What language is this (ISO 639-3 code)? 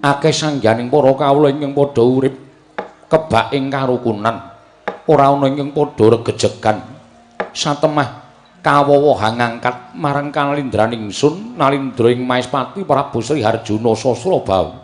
jav